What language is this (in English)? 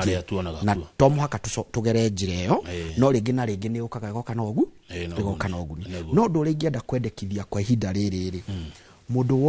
Kikuyu